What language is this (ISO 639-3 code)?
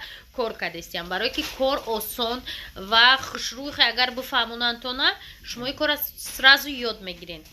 tgk